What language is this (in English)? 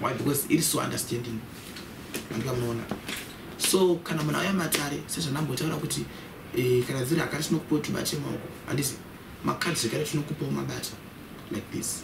Shona